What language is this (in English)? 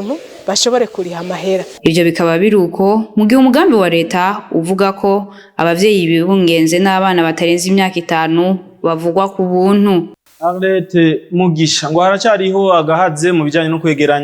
Rundi